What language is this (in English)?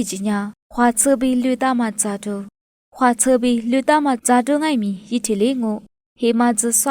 Lisu